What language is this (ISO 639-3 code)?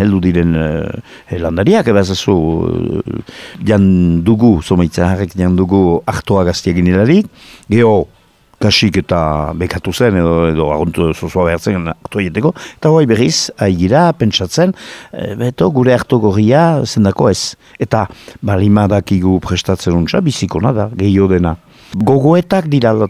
eus